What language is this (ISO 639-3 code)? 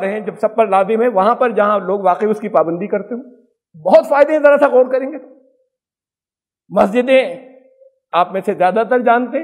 urd